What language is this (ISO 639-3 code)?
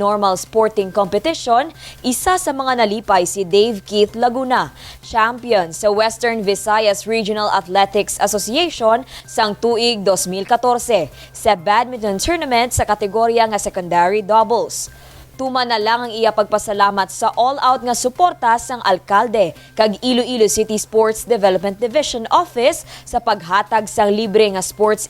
hil